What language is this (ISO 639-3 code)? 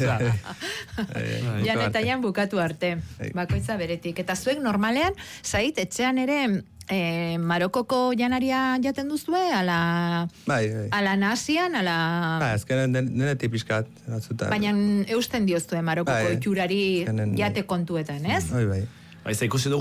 eus